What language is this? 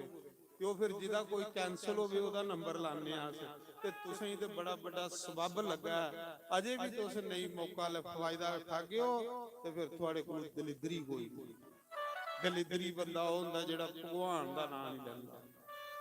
Dogri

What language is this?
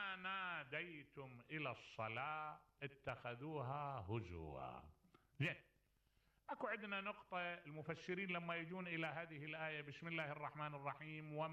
Mesopotamian Arabic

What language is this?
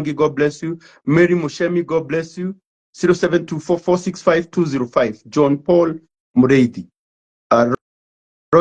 Kikuyu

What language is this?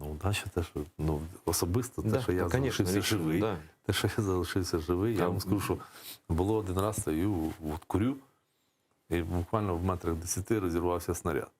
Crimean Tatar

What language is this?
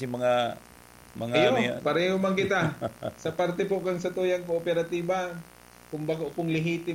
Bikol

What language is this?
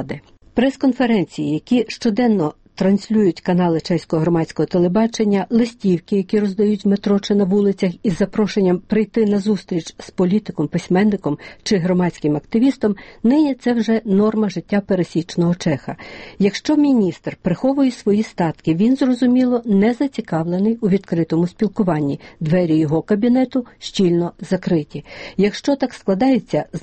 Ukrainian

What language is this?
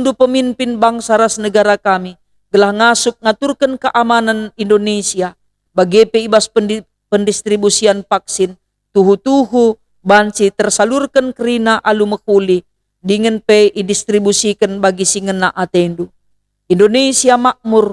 Batak Karo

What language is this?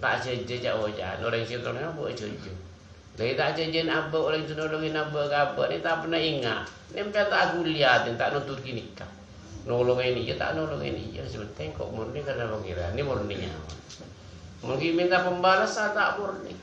Madurese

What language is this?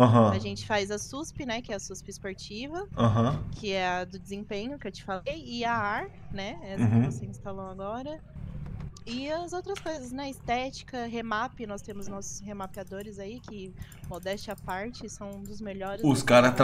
Portuguese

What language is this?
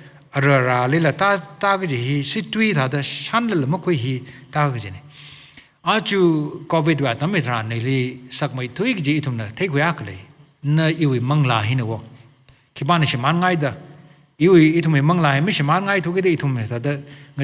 Tangkhul Naga (India)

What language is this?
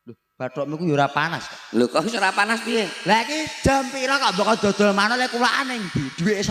Javanese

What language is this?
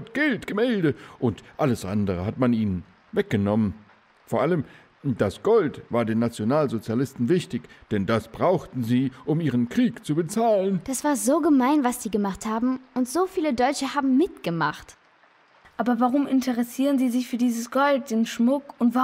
German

